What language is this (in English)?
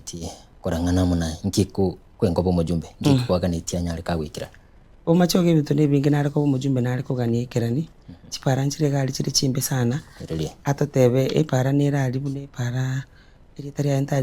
Gusii